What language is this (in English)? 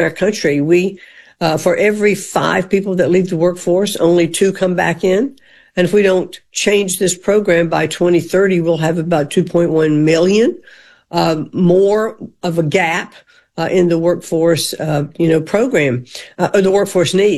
English